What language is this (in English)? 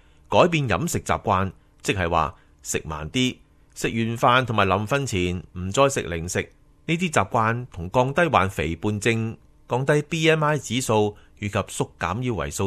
Cantonese